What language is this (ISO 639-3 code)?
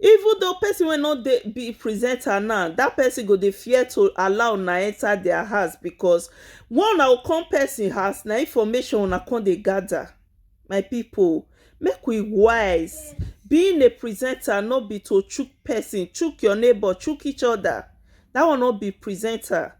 pcm